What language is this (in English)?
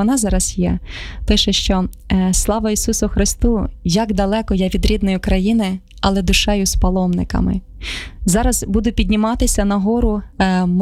Ukrainian